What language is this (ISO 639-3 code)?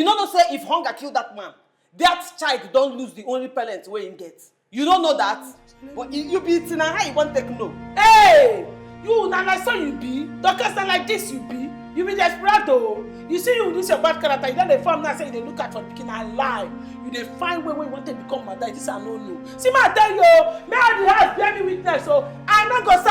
pcm